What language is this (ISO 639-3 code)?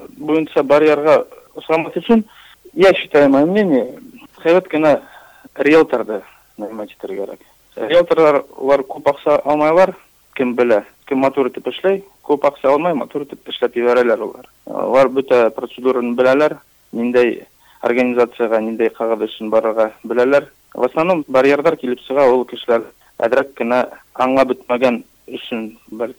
bak